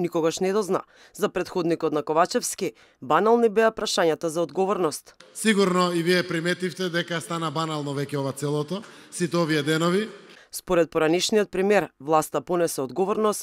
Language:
Macedonian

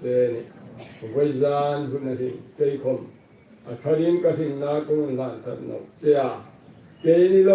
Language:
Hmar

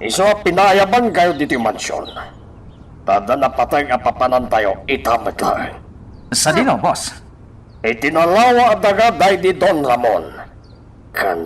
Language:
Iloko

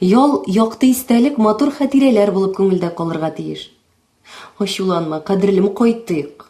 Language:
Tatar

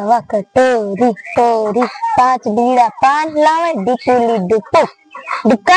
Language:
Awadhi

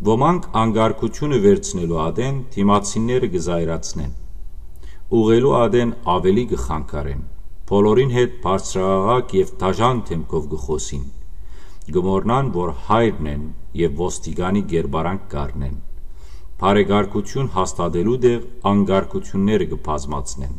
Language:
Western Armenian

